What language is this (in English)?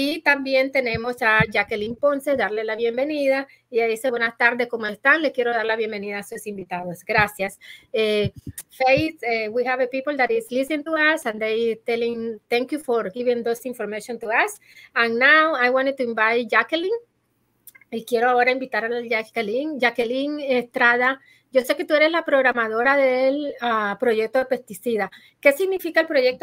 Spanish